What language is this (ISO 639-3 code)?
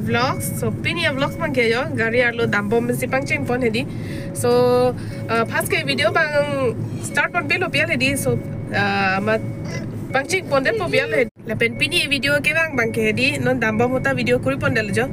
mjw